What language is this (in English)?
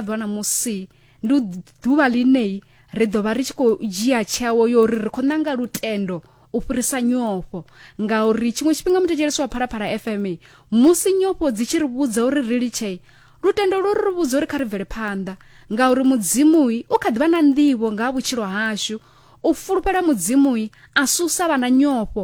Venda